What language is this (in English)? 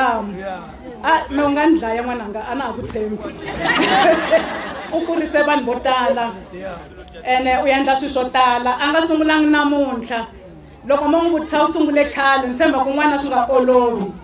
Tsonga